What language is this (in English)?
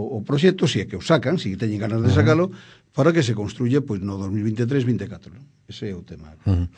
Galician